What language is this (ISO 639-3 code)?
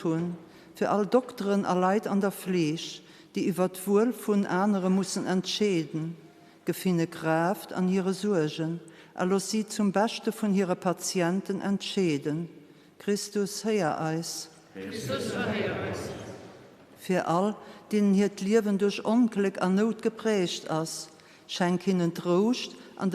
ltz